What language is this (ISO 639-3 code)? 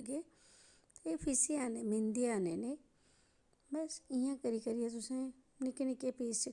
doi